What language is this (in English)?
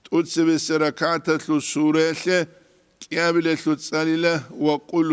Avaric